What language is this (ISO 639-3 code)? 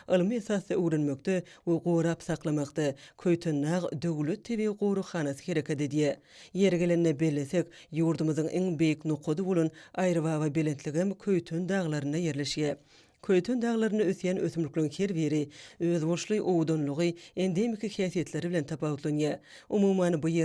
tuk